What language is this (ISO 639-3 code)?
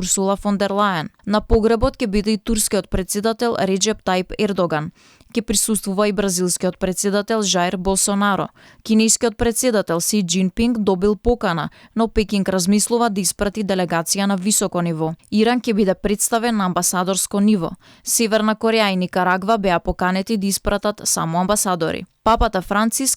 mkd